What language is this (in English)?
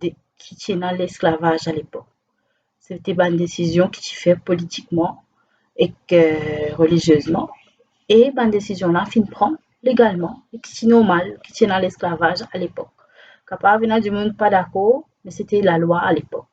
Morisyen